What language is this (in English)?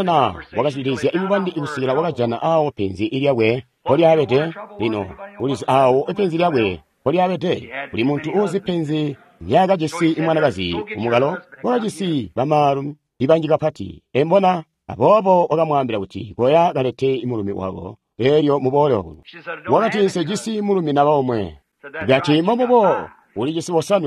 Tonga (Zambia)